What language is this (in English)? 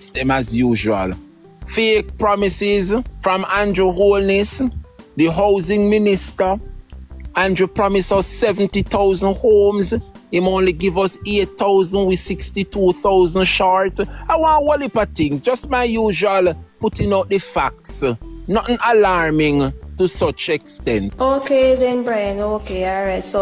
Jamaican Creole English